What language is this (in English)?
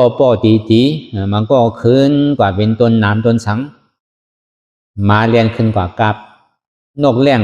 Shan